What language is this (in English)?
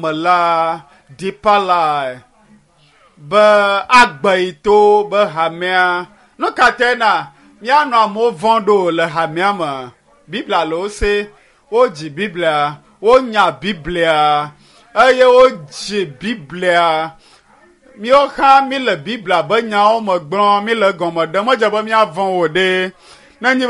Ewe